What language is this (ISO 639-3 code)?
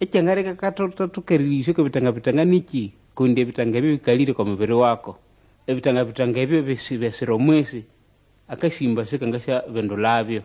nnb